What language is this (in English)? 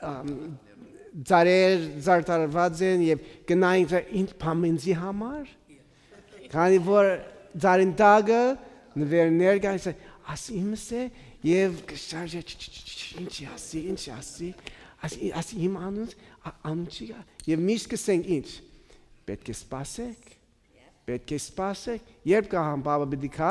Western Armenian